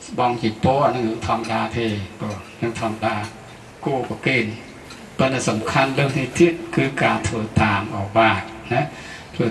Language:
Khmer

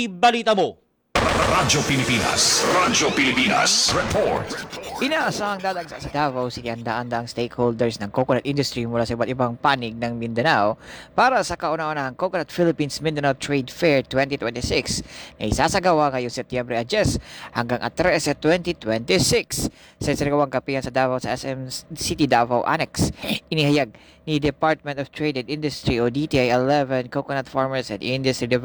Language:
Filipino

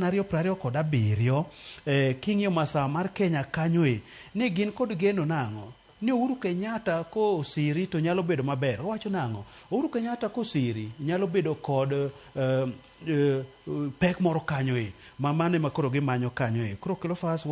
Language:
Luo (Kenya and Tanzania)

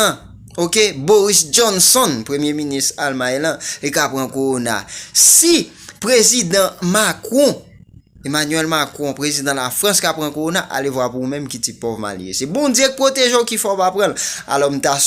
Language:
Haitian Creole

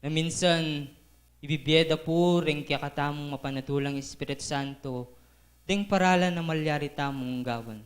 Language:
Pampanga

